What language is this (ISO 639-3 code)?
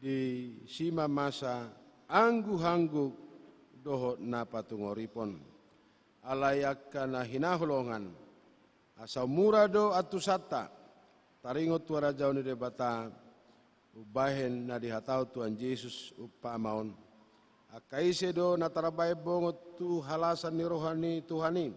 bbc